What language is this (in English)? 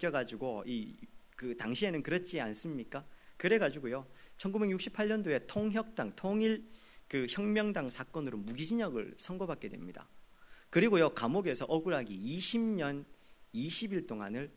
Korean